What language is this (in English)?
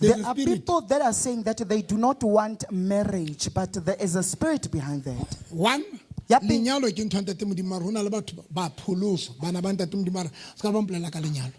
Southern Sotho